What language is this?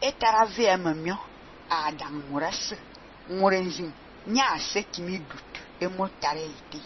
Fang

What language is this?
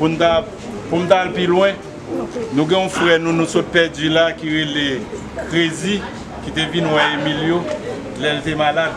Haitian Creole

